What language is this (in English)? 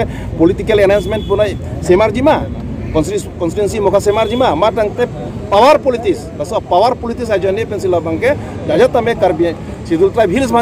Karbi